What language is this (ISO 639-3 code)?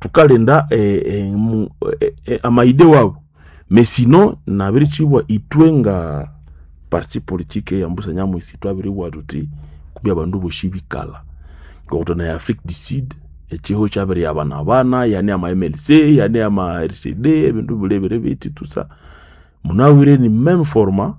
nnb